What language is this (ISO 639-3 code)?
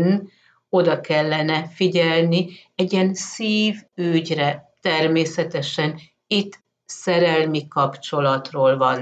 hun